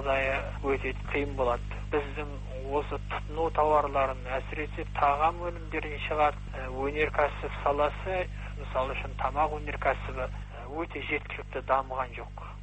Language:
Kazakh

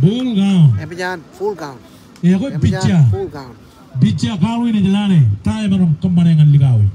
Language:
Marshallese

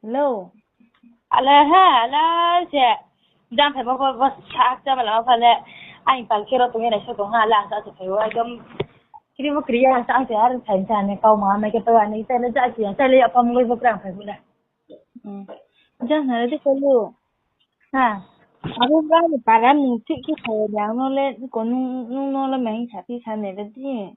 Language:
Riang (India)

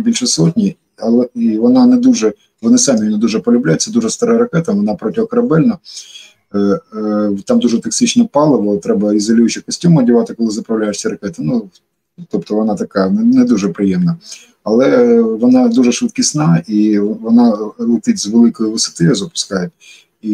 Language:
Ukrainian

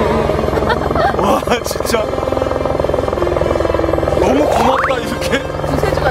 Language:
Korean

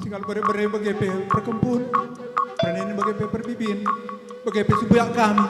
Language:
Batak Karo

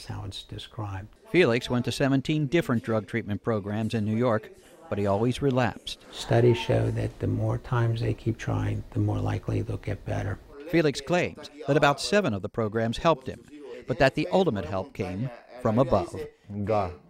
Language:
English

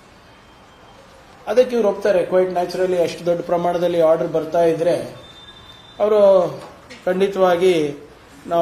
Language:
Kannada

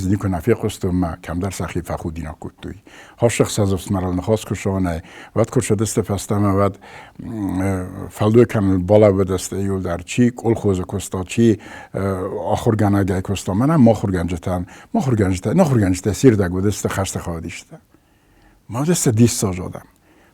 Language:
Ossetic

